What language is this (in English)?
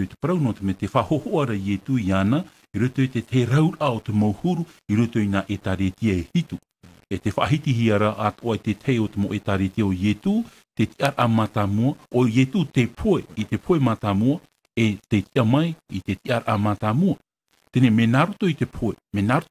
Tahitian